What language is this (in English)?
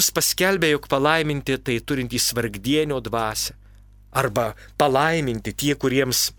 Lithuanian